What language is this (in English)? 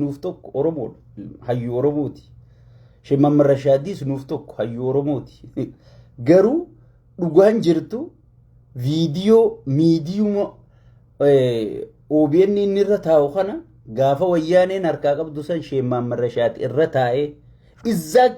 Oromo